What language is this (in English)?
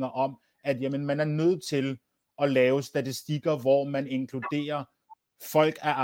Danish